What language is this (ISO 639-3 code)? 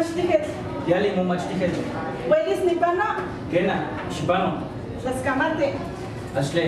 nhe